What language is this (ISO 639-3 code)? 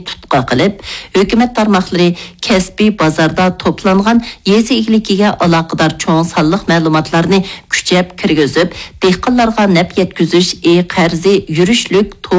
uig